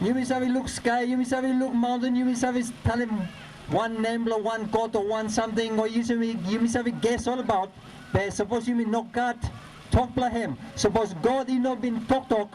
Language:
Bislama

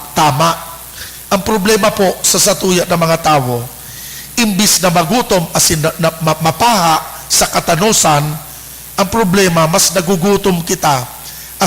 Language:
Bikol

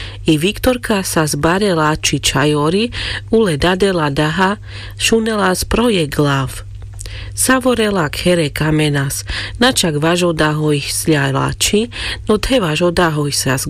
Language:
Carpathian Romani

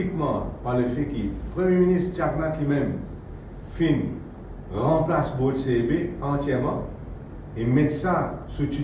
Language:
Morisyen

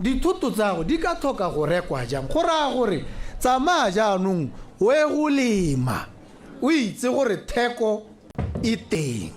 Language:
Tswana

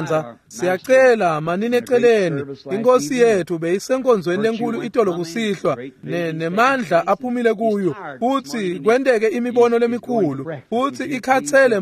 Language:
Swati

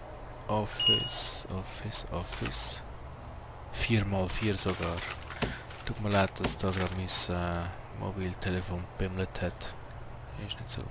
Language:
Swiss German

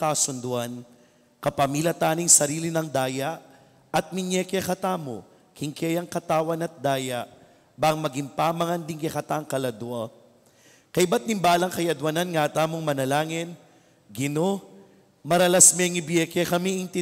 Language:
Pampanga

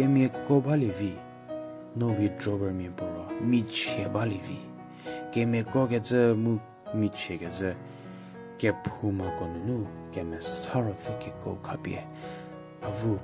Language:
Angami Naga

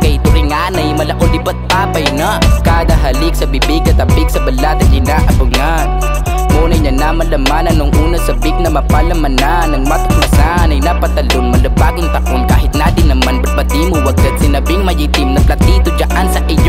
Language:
Filipino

